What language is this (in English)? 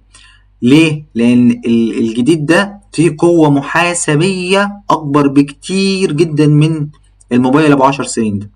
Egyptian Arabic